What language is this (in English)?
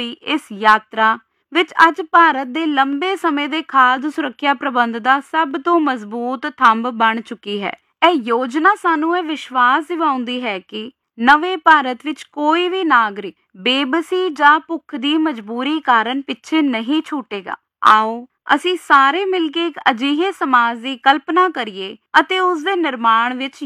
Punjabi